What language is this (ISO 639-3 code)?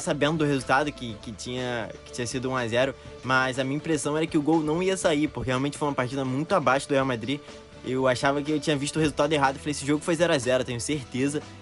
por